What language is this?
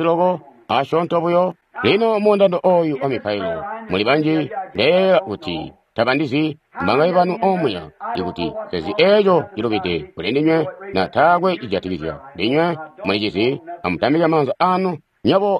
Tonga (Zambia)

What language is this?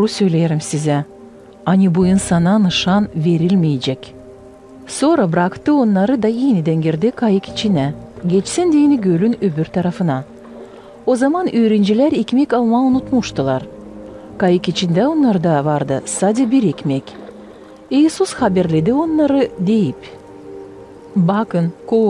Gagauz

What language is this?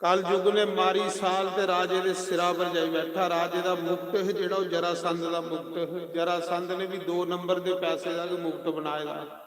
Dogri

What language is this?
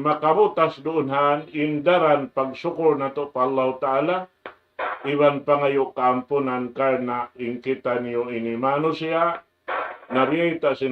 Tausug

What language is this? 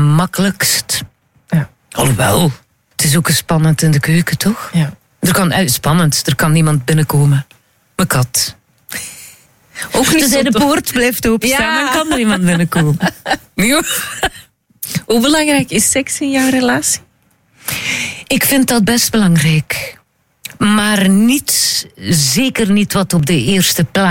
Dutch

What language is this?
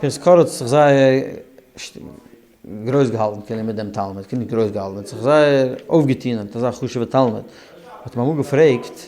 Yiddish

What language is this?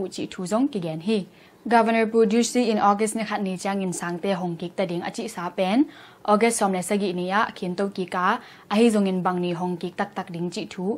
Tedim Chin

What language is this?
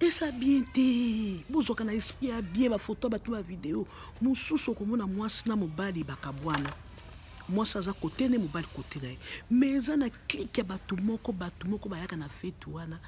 Lingala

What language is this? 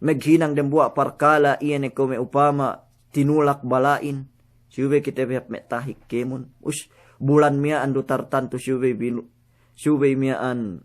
Yakan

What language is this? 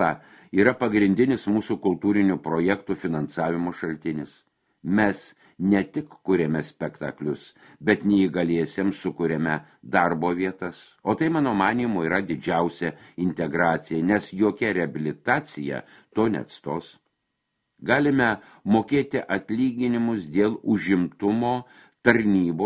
Lithuanian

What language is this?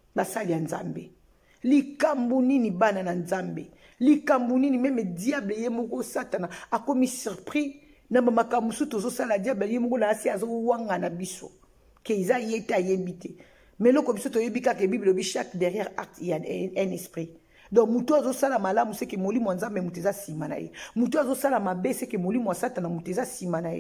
Lingala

